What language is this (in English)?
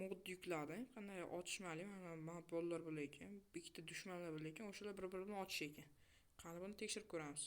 Uzbek